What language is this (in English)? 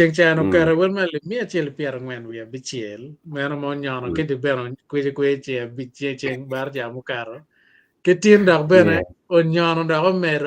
Acoli